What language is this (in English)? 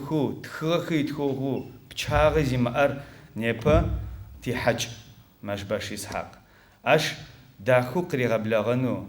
Adyghe